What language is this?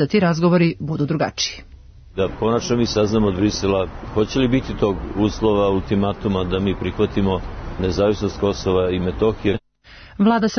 Serbian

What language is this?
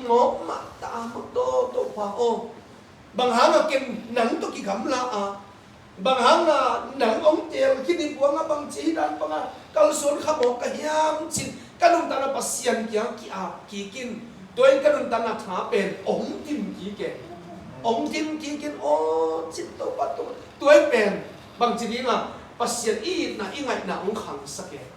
Tedim Chin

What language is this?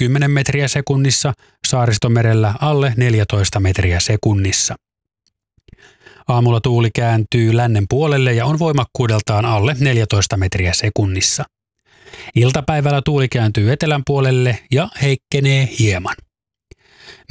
Finnish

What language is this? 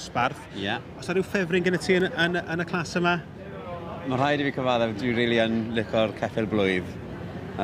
Welsh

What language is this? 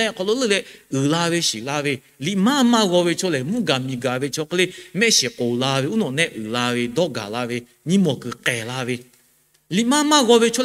Lahu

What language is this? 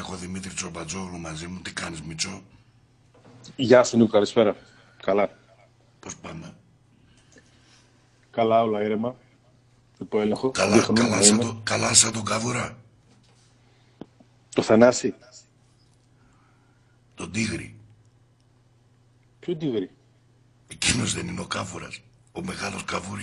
Greek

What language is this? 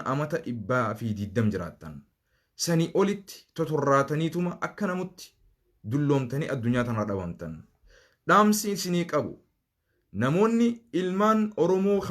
Oromo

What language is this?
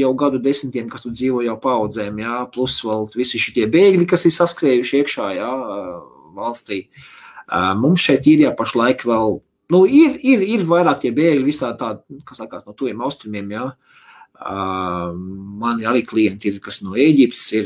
Latvian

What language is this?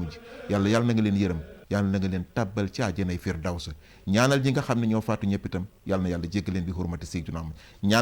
Wolof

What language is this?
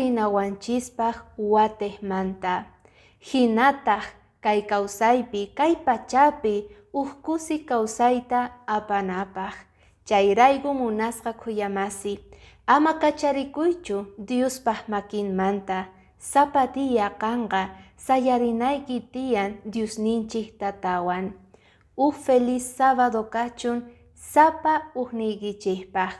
Quechua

